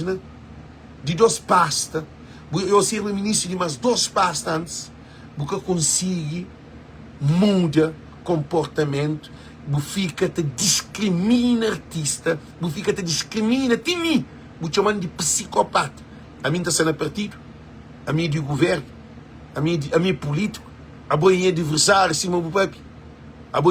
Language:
Kabuverdianu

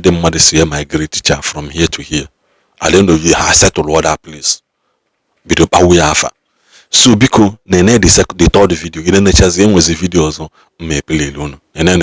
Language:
Igbo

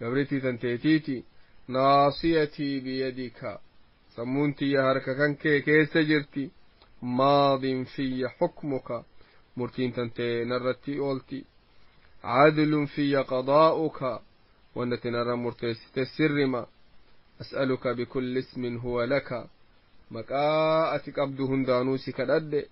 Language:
Oromo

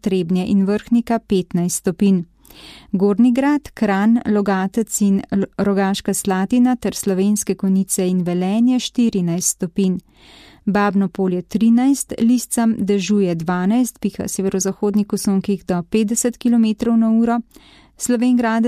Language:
Slovenian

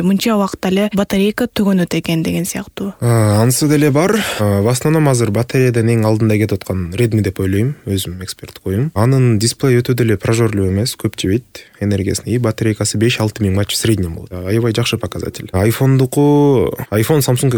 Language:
Kyrgyz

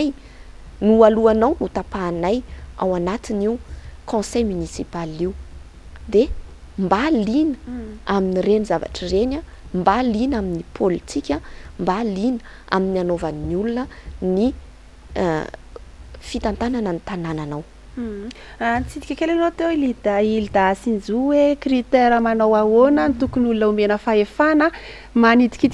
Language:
Malagasy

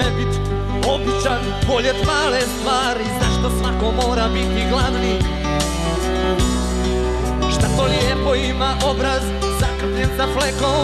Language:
Bosnian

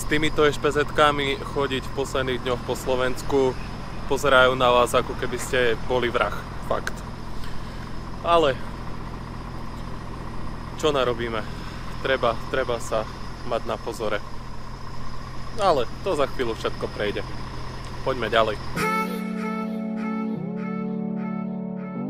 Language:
Slovak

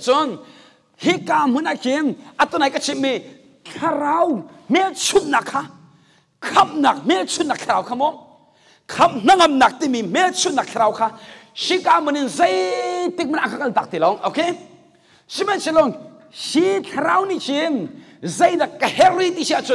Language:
Hakha Chin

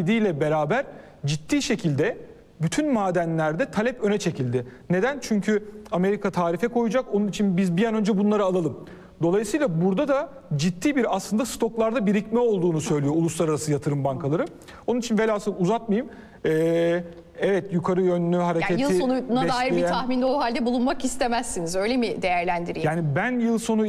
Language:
Turkish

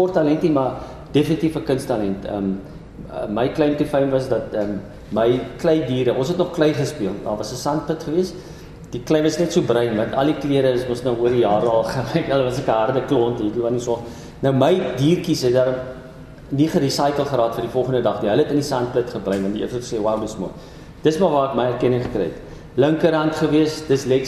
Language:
Afrikaans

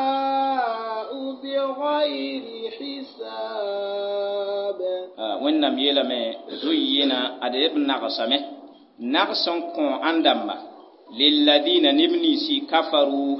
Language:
Mossi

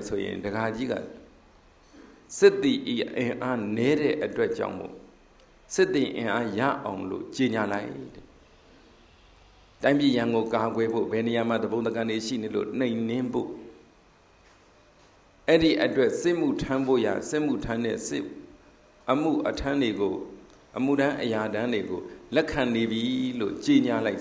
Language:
Burmese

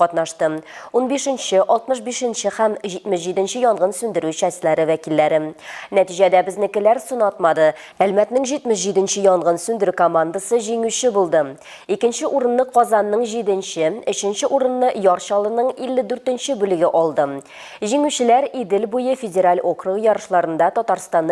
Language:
Tatar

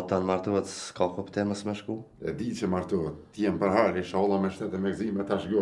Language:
Albanian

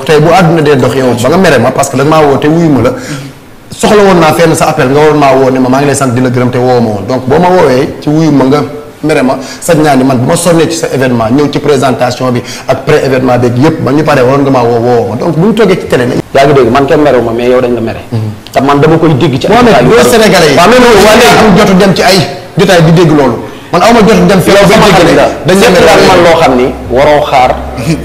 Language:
Wolof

